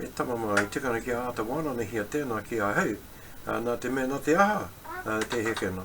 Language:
Māori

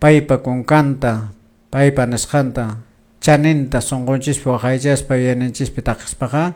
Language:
Quechua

